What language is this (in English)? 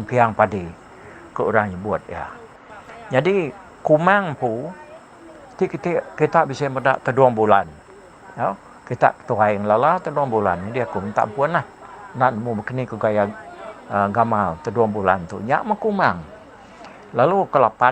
Iban